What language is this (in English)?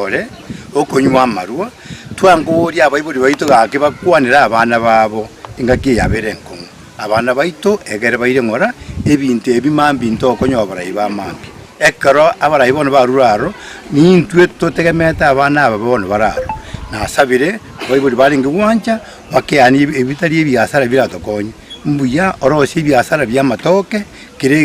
Gusii